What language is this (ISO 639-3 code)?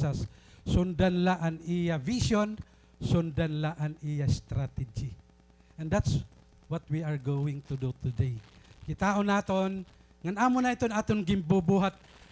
war